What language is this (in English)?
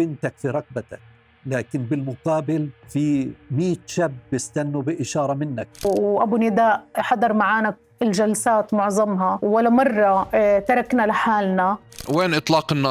North Levantine Arabic